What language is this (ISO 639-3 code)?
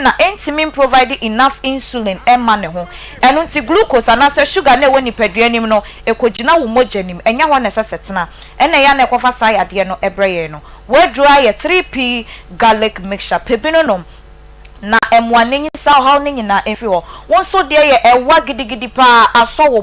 aka